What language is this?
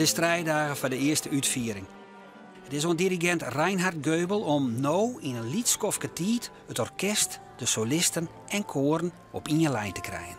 Western Frisian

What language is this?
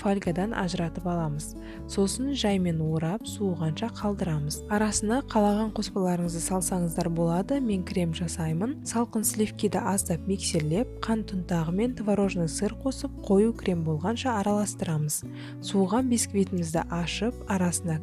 Kazakh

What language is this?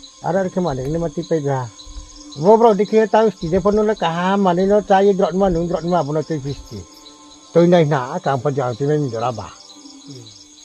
Riang (India)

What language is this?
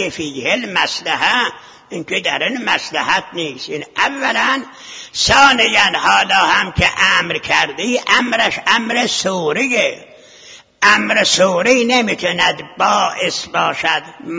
Persian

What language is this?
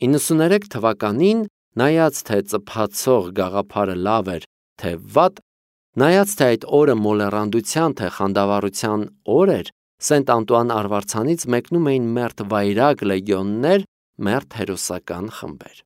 Armenian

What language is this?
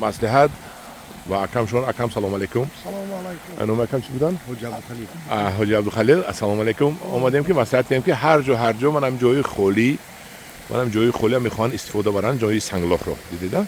Tajik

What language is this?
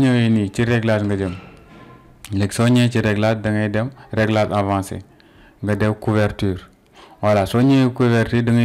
Wolof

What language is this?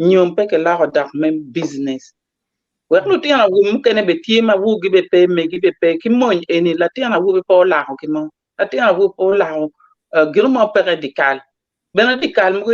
Acoli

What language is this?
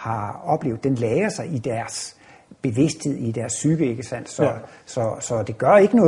Danish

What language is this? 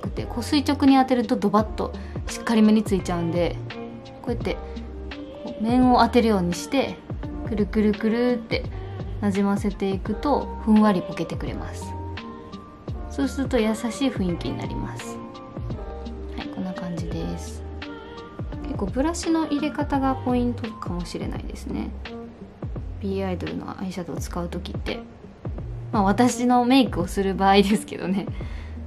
Japanese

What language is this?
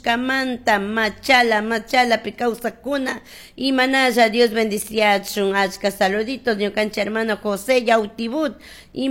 Chimborazo Highland Quichua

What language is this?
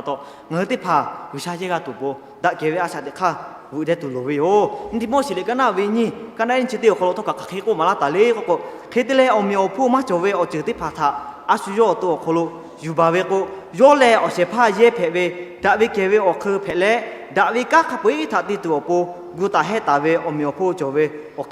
Lahu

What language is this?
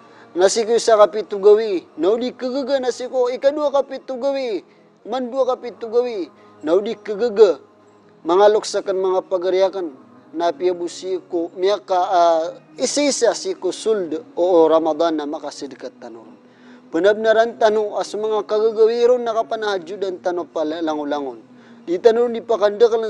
Maranao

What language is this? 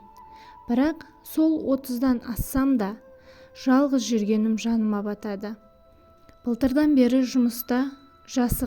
Kazakh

